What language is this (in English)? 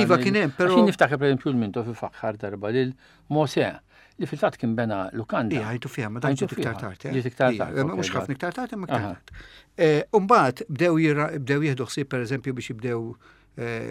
Maltese